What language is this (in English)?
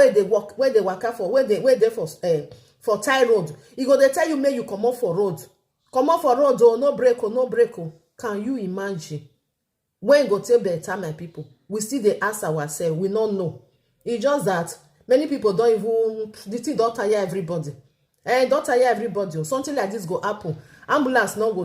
Nigerian Pidgin